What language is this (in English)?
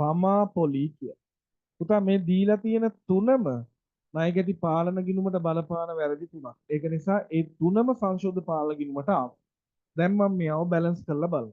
Sinhala